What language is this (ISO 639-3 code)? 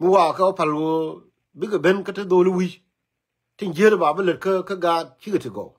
nus